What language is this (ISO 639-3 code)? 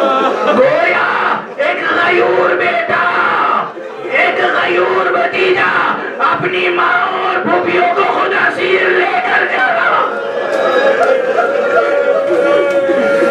urd